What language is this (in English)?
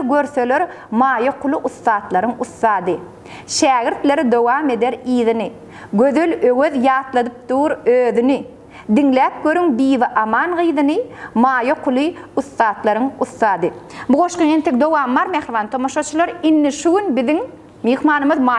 Turkmen